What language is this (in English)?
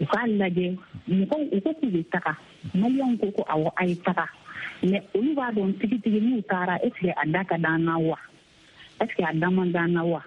Bambara